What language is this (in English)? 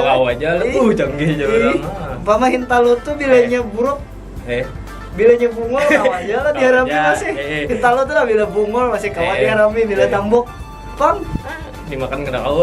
Banjar